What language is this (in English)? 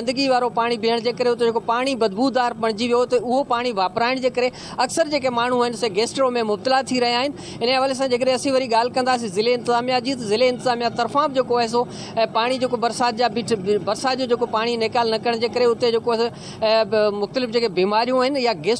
Sindhi